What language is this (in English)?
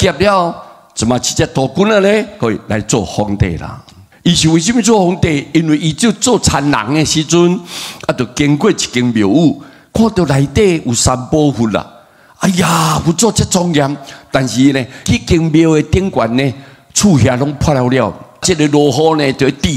Min Nan Chinese